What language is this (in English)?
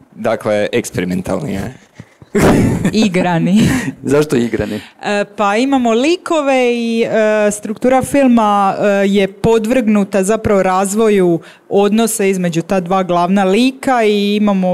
Croatian